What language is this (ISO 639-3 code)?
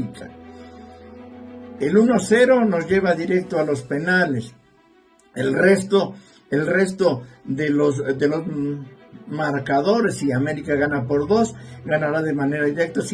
spa